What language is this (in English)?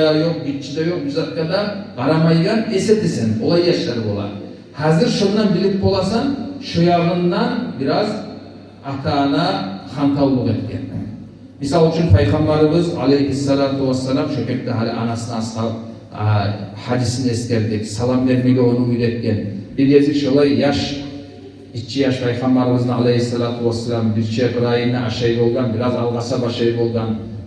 Kumyk